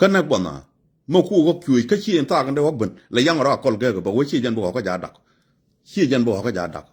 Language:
Nuer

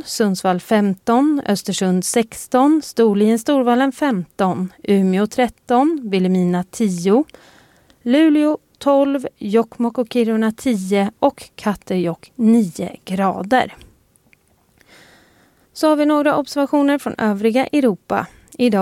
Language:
Swedish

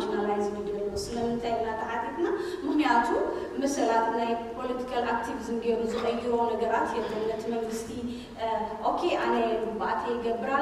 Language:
Tigrinya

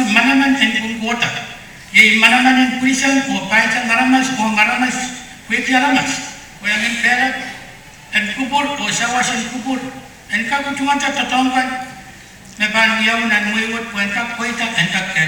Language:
Pohnpeian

